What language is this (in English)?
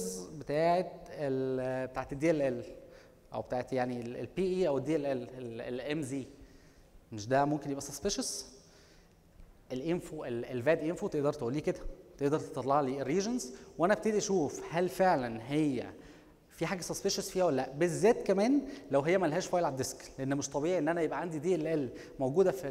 Egyptian Arabic